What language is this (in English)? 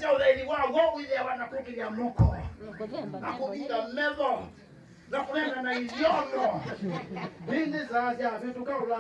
Kamba